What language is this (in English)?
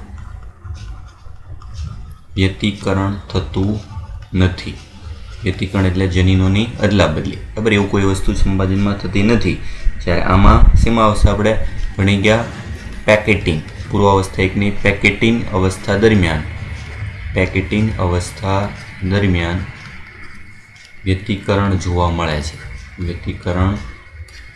Gujarati